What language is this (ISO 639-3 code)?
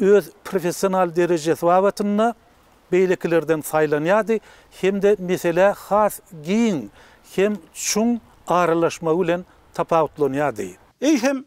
tuk